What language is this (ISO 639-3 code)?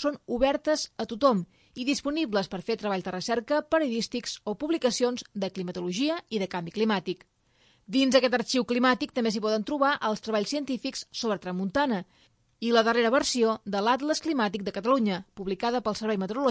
cat